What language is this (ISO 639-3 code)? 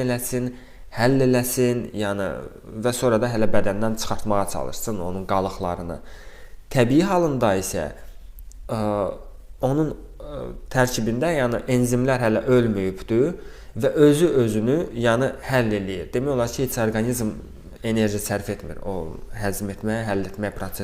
aze